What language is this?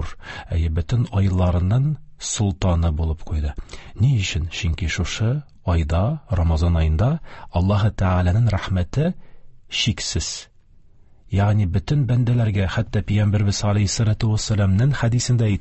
Tatar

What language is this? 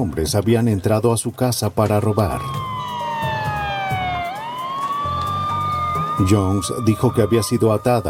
Spanish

